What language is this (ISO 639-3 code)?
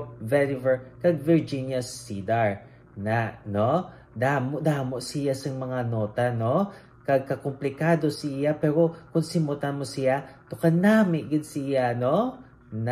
hil